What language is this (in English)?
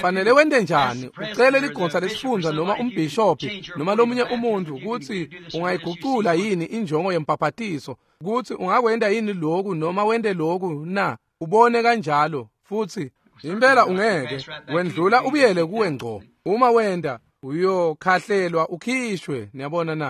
Swati